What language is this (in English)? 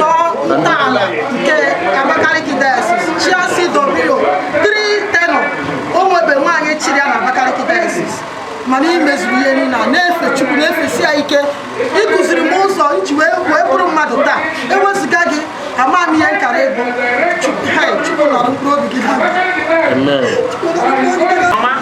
Igbo